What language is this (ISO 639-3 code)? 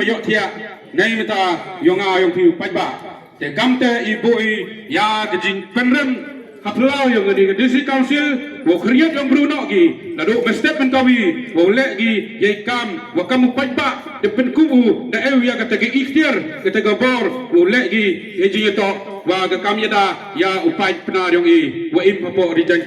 kha